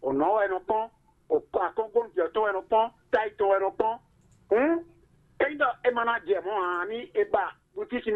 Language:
Fon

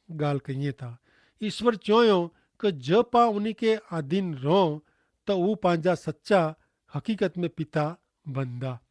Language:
Kachhi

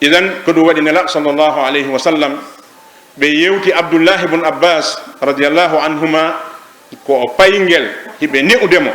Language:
Fula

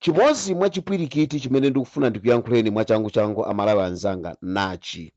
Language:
Nyanja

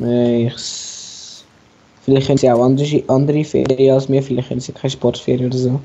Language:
Swiss German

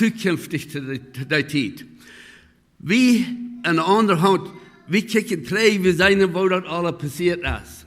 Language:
Plautdietsch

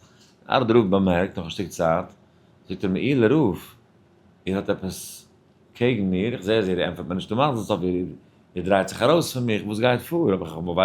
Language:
Yiddish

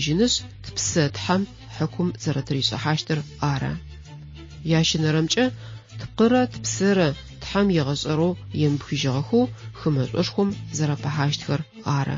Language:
Adyghe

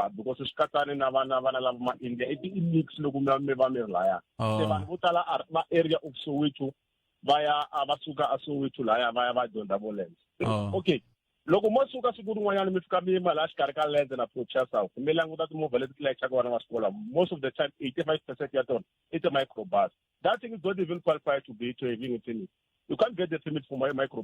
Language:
Tsonga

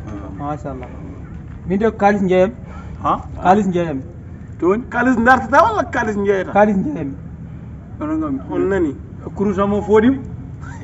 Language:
Fula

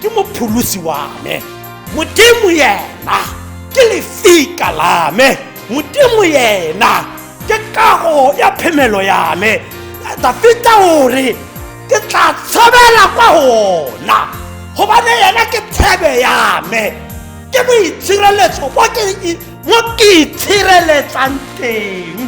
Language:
Tswana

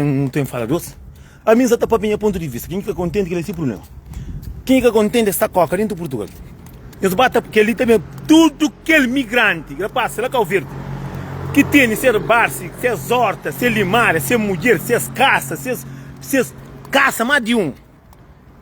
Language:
Kabuverdianu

